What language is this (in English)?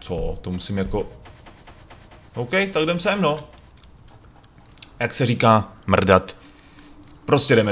Czech